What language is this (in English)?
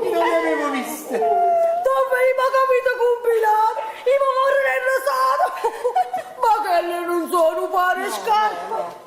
Neapolitan